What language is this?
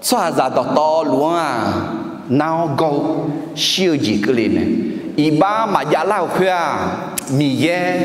Akha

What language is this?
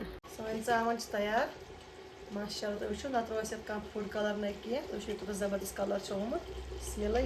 Kashmiri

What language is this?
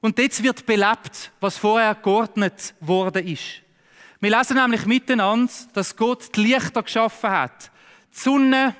Swiss German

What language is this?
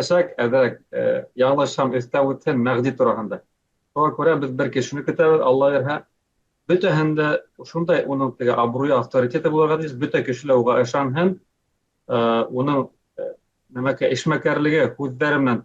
Bashkir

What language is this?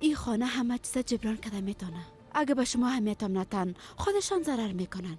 Persian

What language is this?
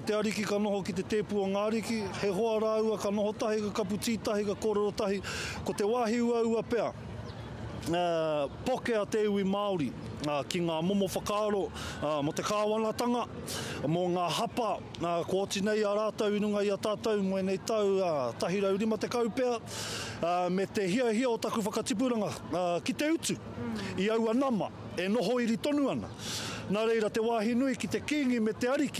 Māori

